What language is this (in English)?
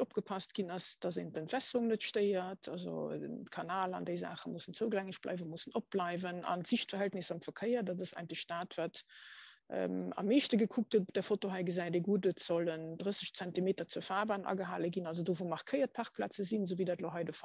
Luxembourgish